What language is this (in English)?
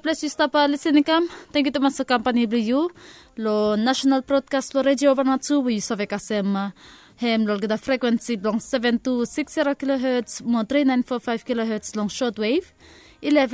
Bislama